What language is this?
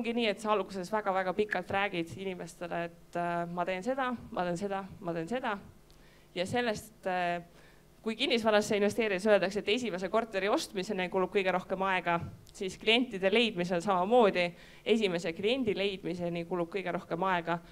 Estonian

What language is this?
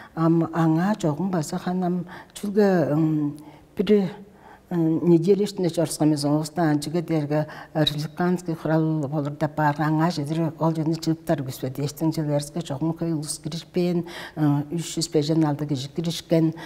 Tuvinian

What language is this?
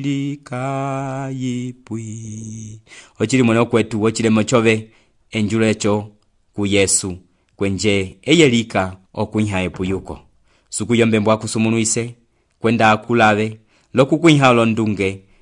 Umbundu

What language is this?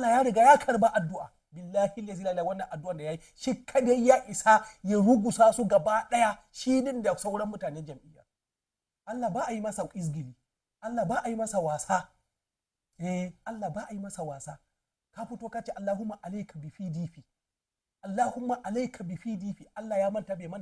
Hausa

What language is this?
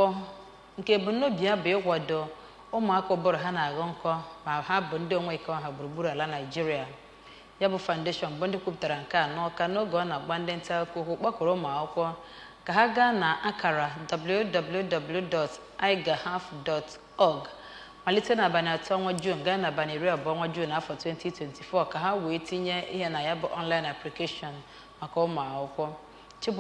Igbo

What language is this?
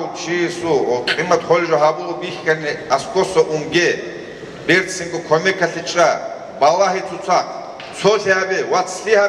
Avaric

